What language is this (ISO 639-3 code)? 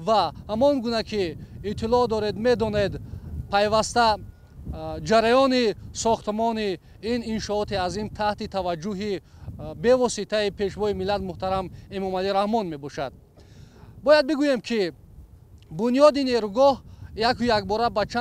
tgk